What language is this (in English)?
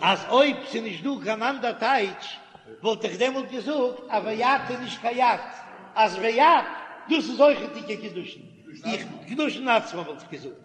Yiddish